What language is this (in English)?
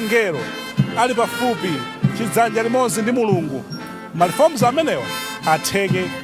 Nyanja